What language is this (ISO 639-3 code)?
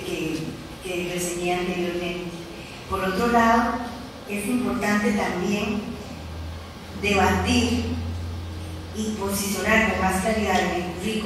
spa